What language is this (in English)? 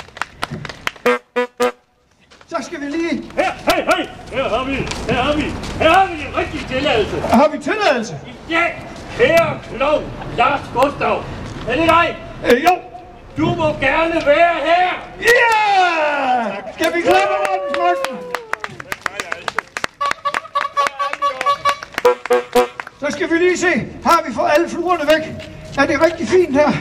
Danish